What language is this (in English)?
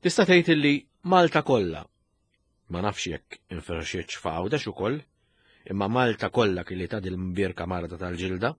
Maltese